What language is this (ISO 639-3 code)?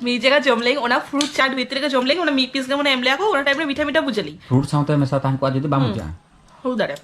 sat